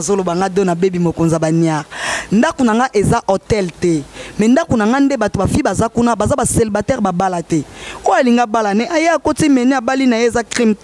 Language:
Lingala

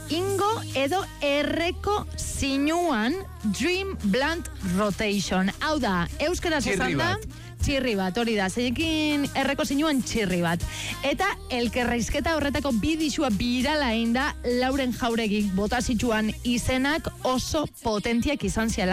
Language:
Basque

